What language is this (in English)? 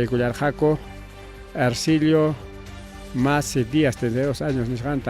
Ayacucho Quechua